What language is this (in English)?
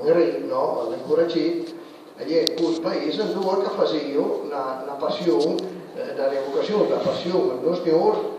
Piedmontese